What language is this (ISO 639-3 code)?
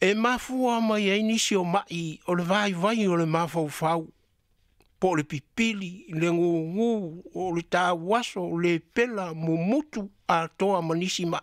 smo